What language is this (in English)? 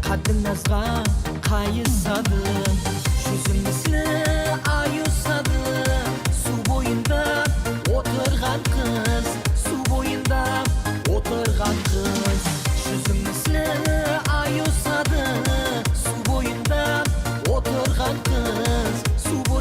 Kara-Kalpak